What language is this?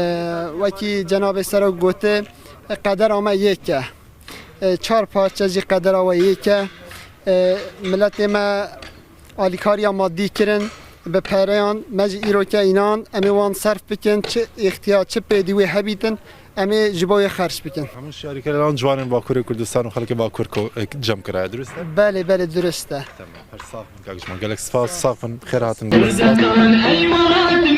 Kurdish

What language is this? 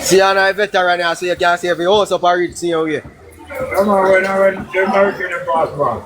Jamaican Creole English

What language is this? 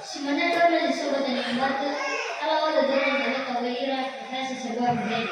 Nias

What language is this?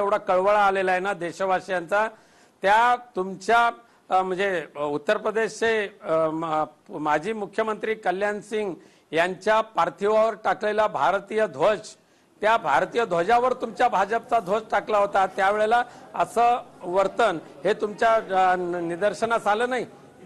Marathi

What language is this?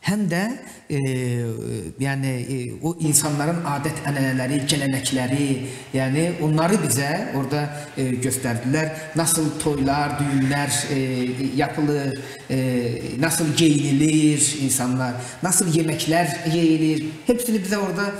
Gagauz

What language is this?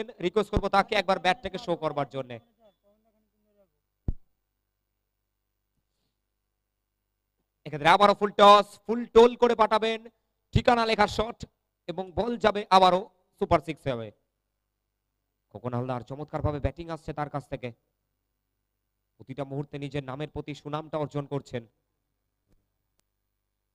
Bangla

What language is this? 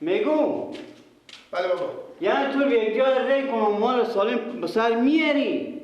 Persian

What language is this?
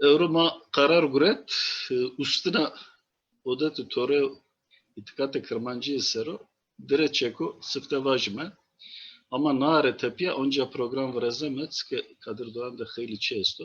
Zaza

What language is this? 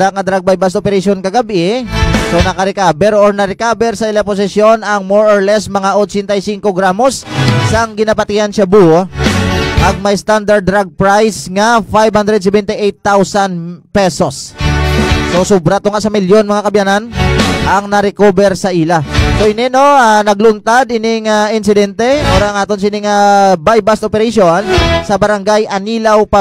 Hiligaynon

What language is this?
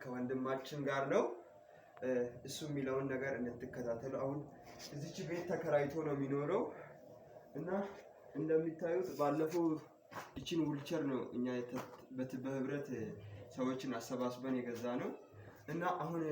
Amharic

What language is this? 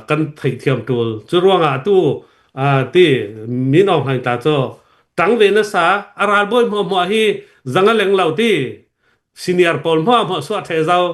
Hakha Chin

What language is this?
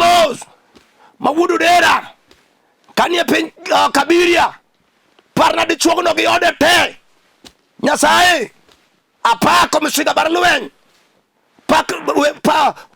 Luo (Kenya and Tanzania)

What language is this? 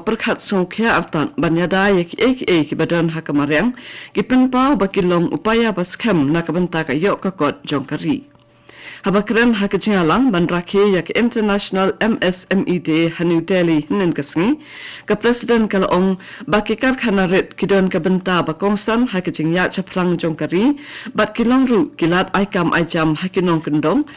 Khasi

